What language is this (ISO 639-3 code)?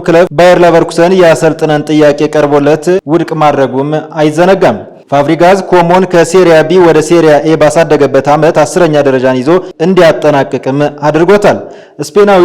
amh